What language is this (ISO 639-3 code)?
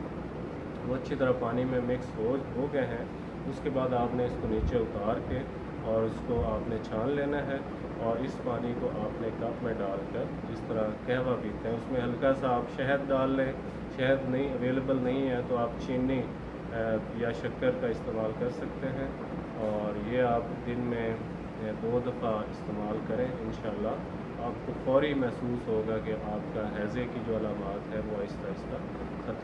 urd